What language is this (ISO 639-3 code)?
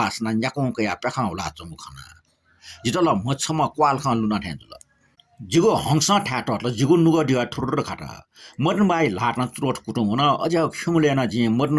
new